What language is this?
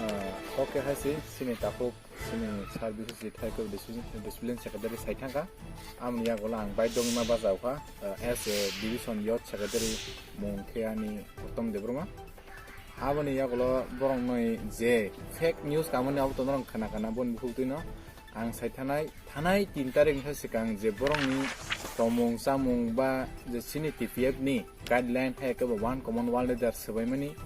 Riang (India)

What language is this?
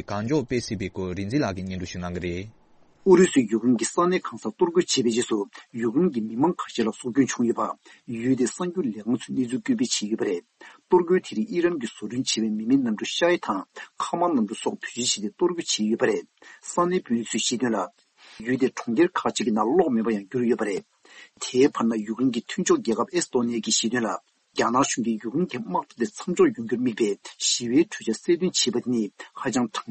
Tibetan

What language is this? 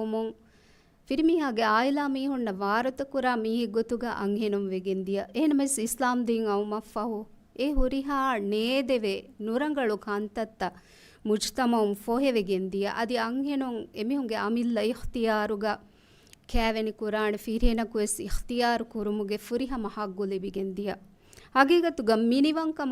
Divehi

